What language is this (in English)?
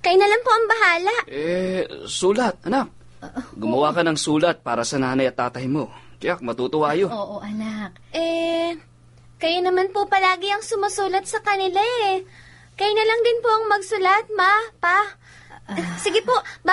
Filipino